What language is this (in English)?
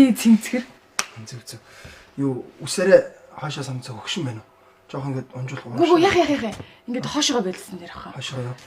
Mongolian